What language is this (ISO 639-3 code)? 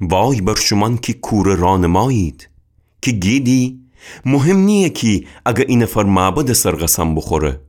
glk